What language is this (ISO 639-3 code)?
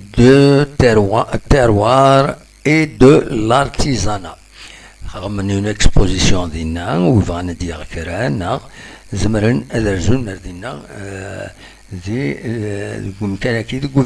kab